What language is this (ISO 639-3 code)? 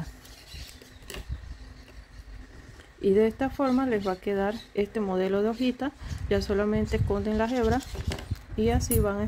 spa